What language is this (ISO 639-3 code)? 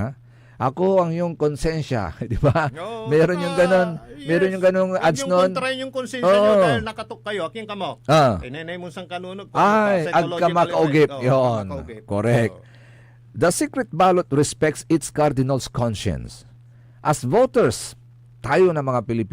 pag